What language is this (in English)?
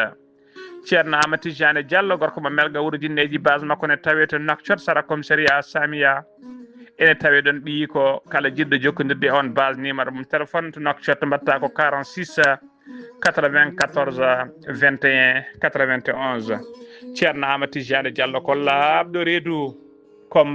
Fula